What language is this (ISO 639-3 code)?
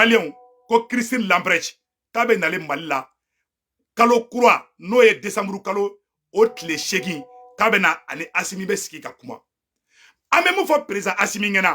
bam